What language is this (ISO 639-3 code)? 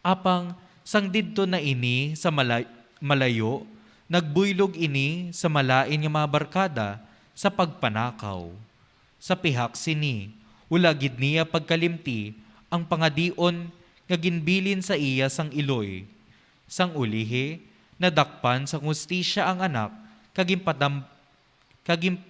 hil